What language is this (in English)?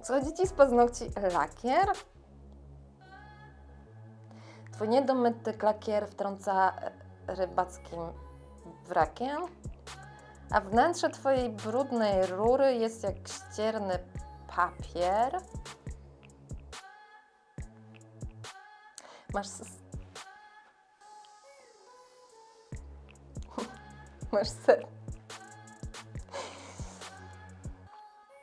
Polish